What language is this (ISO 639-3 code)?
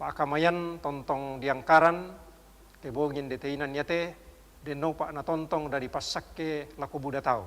sda